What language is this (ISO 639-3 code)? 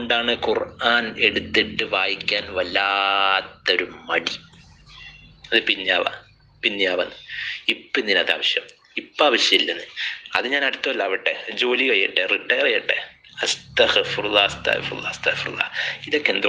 mal